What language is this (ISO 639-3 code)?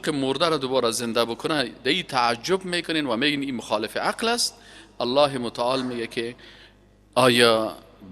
fas